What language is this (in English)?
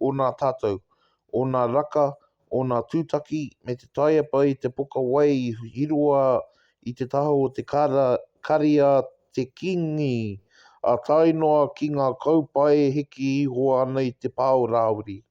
Māori